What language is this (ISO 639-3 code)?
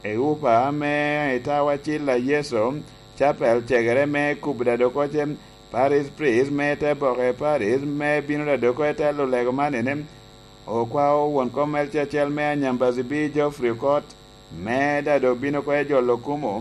laj